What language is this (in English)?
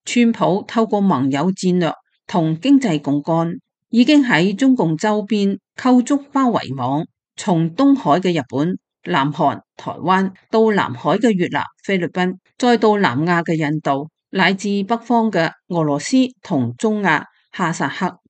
Cantonese